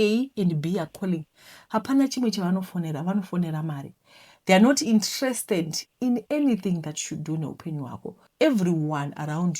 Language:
Shona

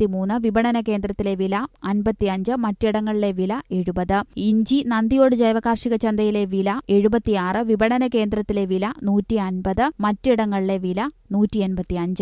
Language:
Malayalam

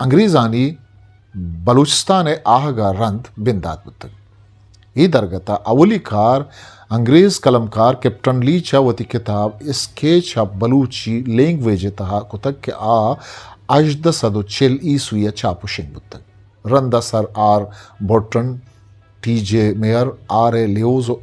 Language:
Eastern Balochi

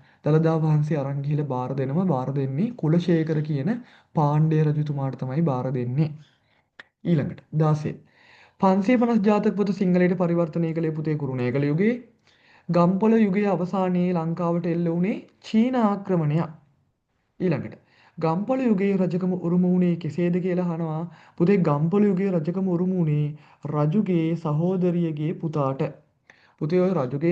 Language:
Sinhala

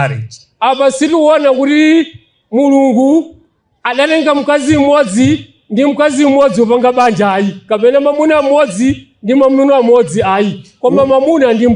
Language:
Nyanja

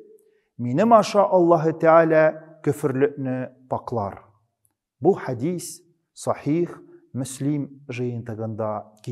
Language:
Tatar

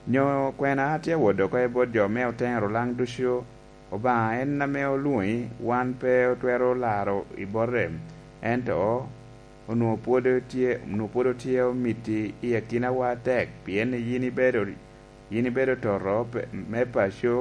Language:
Lango (Uganda)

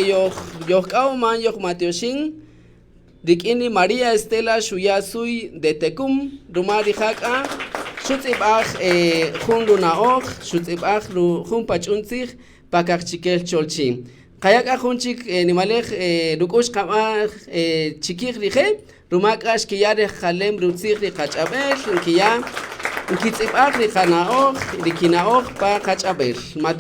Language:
Kaqchikel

